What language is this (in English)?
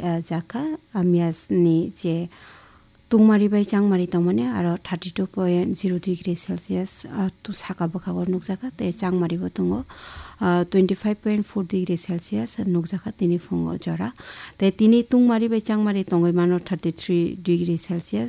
Kok Borok